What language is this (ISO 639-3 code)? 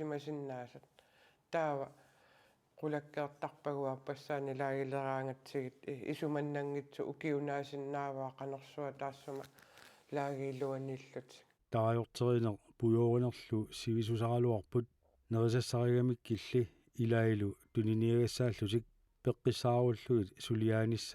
kal